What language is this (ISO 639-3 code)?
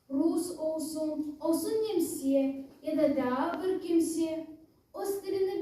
crh